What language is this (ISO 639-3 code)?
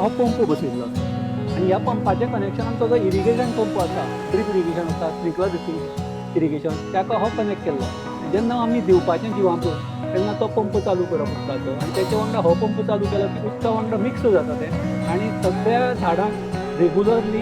kok